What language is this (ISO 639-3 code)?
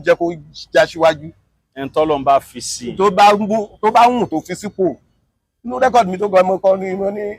yor